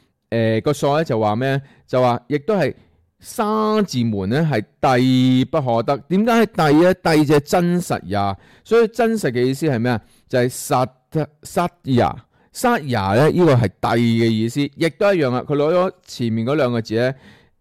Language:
Cantonese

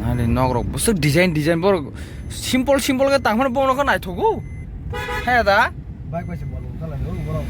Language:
Kok Borok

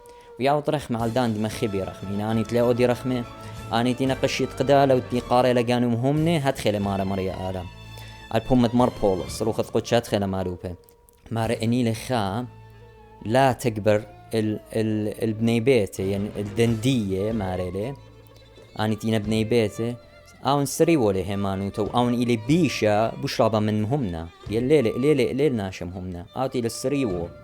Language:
Assyrian Neo-Aramaic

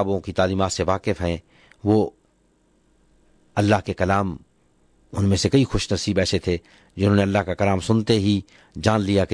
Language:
Urdu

